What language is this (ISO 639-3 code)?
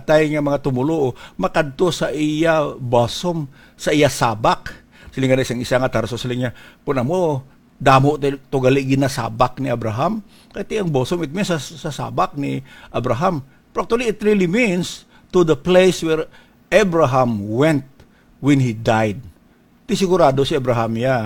hil